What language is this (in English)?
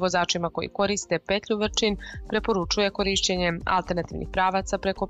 Serbian